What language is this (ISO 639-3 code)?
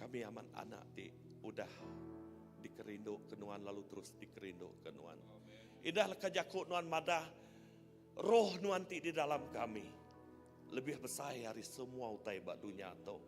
iba